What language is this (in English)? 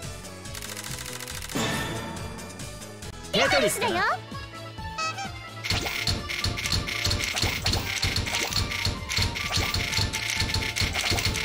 Japanese